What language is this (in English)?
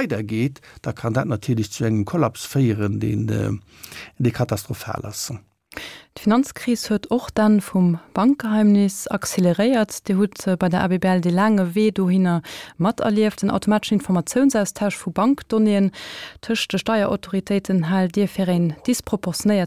Luxembourgish